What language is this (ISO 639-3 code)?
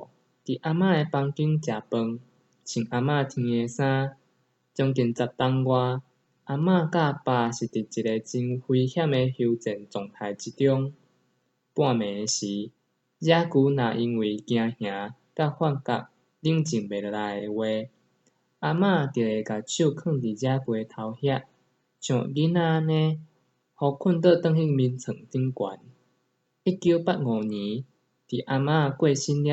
nan